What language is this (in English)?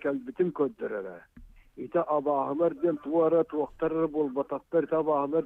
Yakut